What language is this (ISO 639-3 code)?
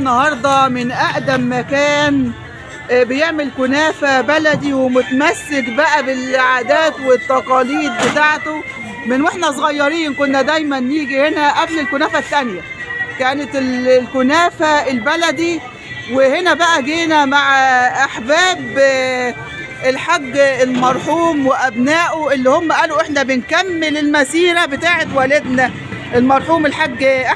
arz